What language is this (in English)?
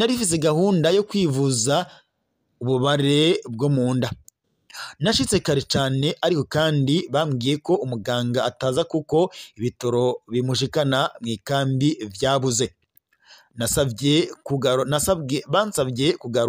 Rundi